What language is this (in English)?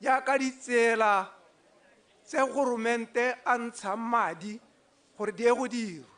Tswana